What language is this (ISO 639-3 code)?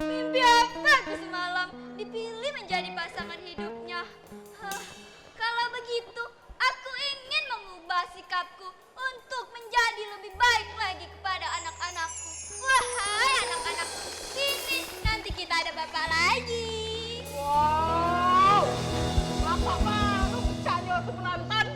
mui